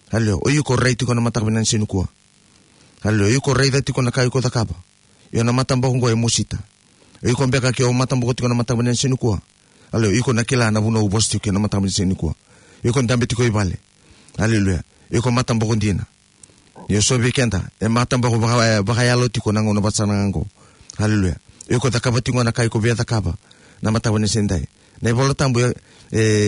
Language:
Fijian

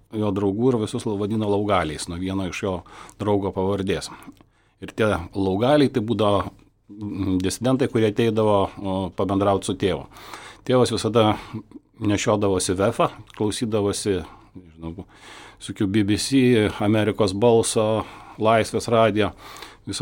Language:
Lithuanian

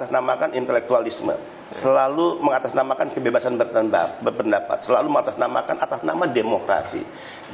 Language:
Indonesian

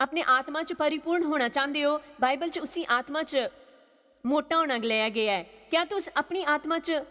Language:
Dogri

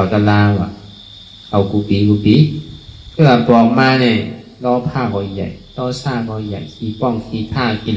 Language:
Shan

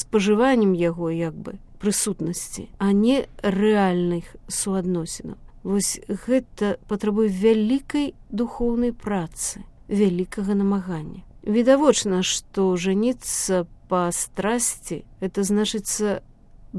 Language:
Belarusian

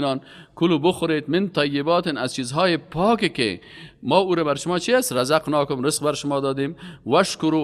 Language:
Persian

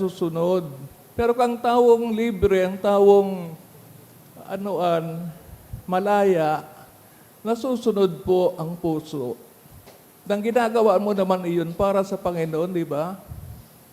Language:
Bikol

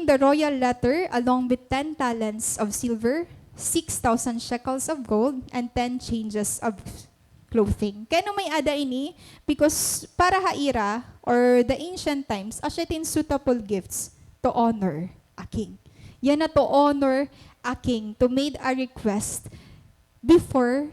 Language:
Waray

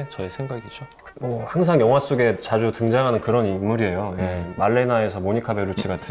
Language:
Korean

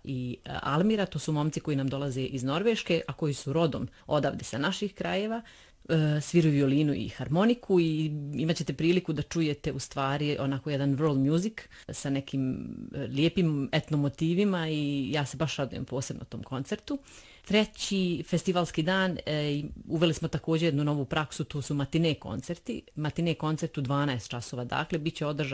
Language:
Bosnian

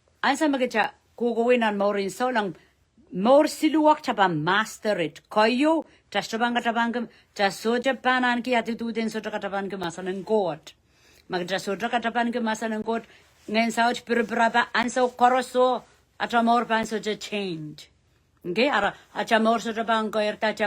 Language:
Pohnpeian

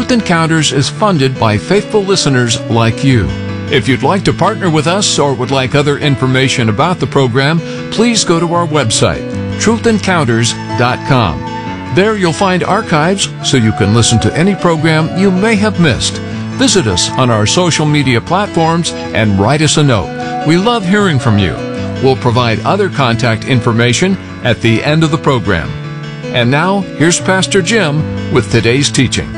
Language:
English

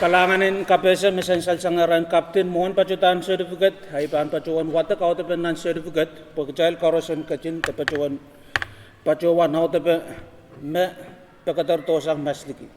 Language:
Pohnpeian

